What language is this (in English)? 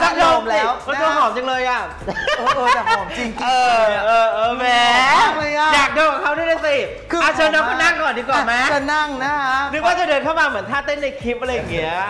Thai